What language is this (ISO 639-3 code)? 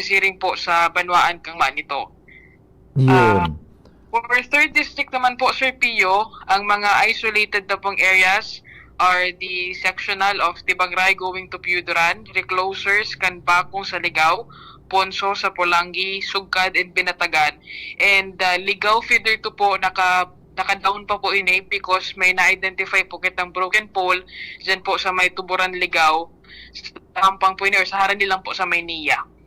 bik